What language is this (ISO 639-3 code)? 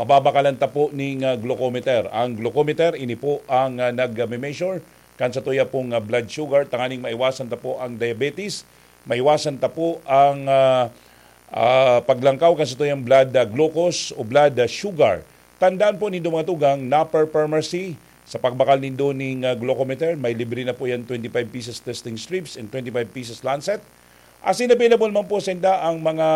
bik